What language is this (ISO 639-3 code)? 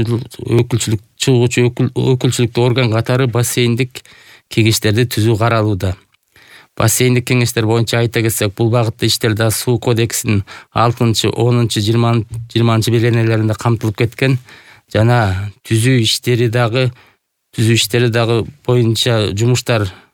kir